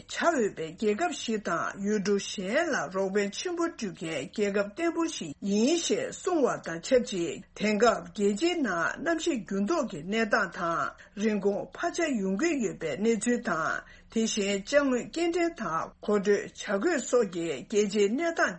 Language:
Tibetan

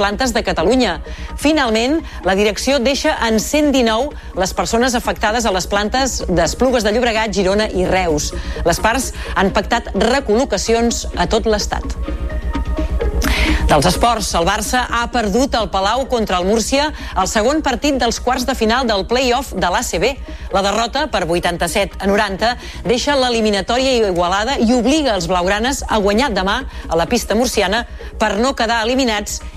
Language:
Catalan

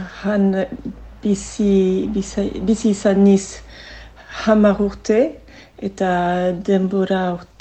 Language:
Basque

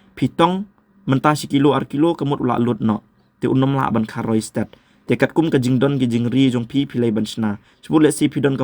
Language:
Khasi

